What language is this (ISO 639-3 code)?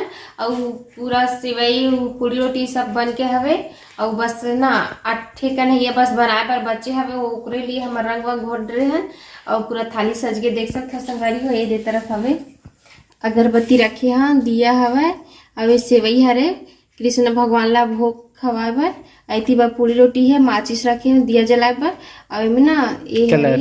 hne